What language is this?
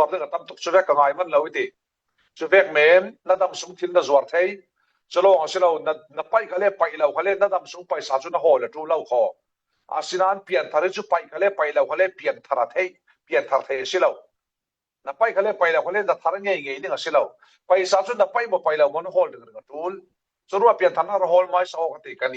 Falam Chin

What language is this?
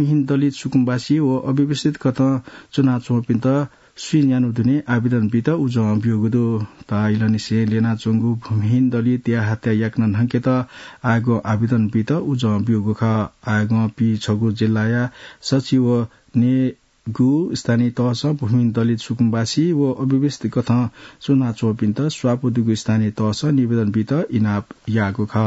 Newari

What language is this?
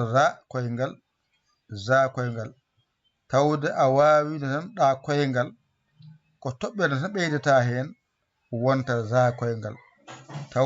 Fula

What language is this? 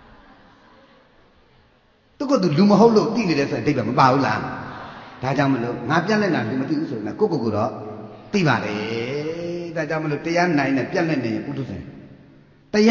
Burmese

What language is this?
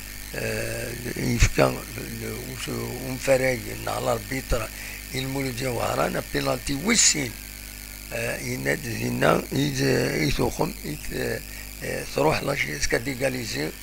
Kabyle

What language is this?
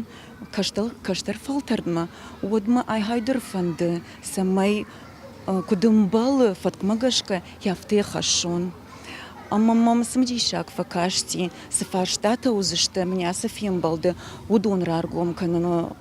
Ossetic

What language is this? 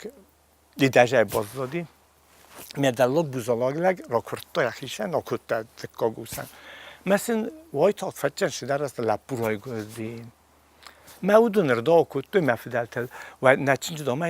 Ossetic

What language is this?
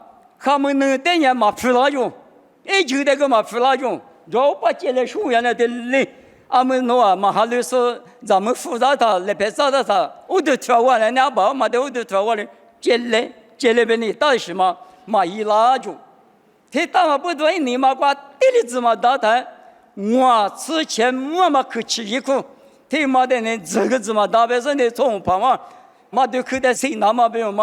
Lisu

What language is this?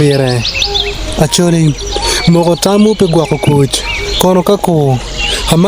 Acoli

